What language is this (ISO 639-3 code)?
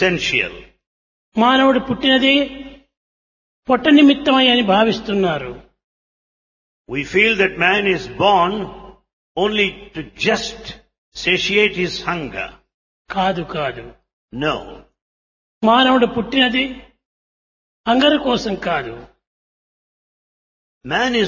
tel